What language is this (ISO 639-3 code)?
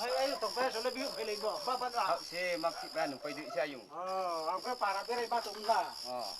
ria